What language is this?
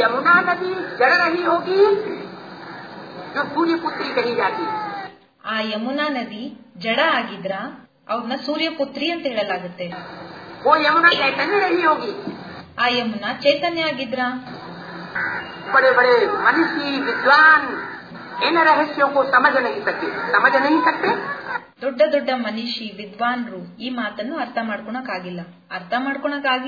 Kannada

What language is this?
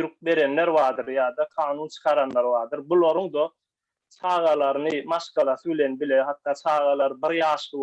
Turkmen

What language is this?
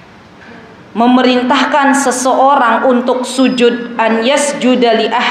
Indonesian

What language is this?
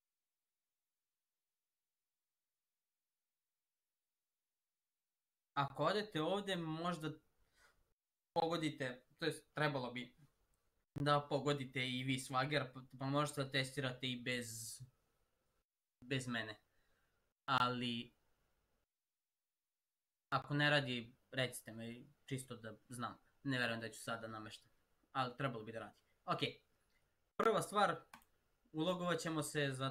Serbian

